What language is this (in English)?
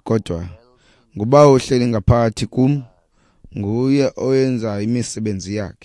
Xhosa